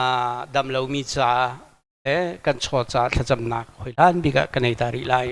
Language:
Hakha Chin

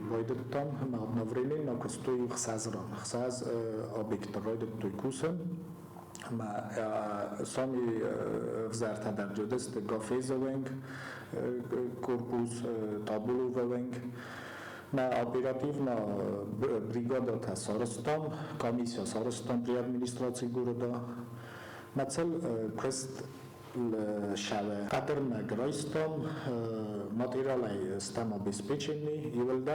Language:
Ossetic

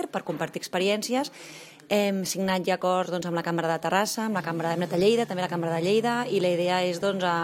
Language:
Catalan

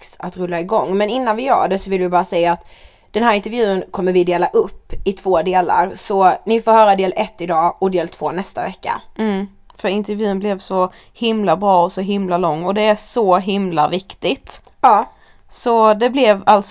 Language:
Swedish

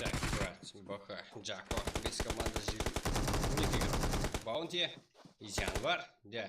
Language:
Kara-Kalpak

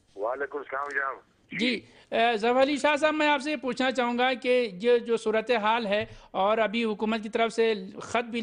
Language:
Urdu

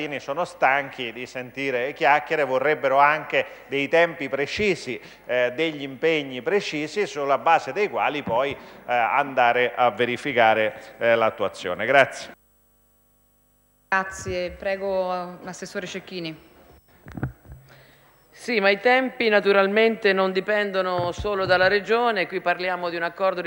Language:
Italian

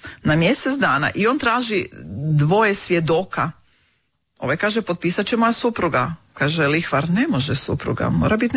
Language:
Croatian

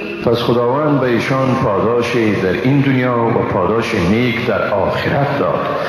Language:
Persian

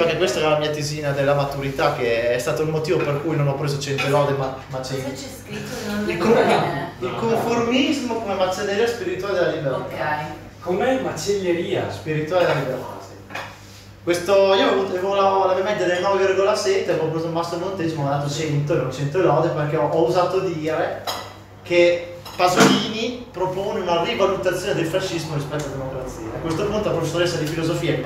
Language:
Italian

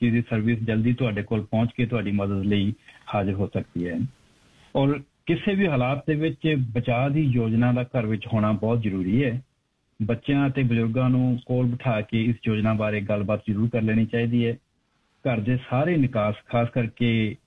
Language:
Punjabi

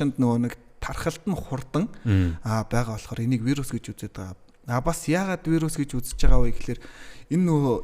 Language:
Mongolian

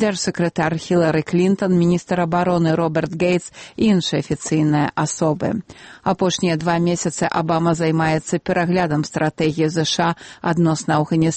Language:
Belarusian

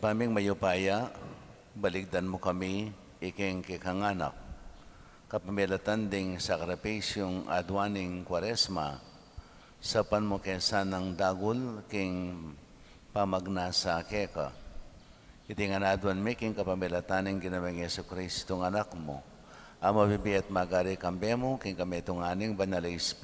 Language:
Pampanga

